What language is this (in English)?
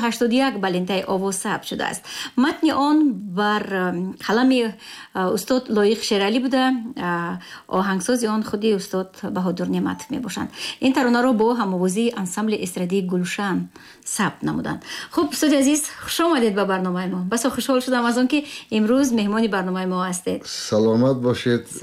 Tajik